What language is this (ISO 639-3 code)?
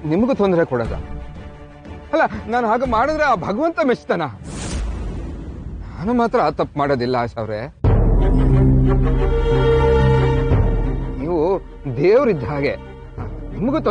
kan